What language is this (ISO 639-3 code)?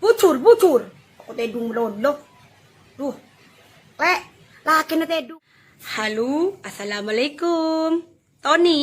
mad